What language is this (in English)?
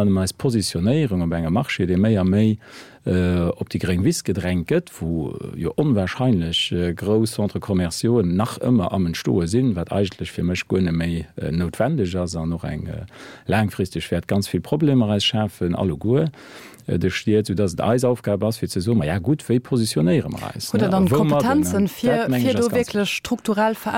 Luxembourgish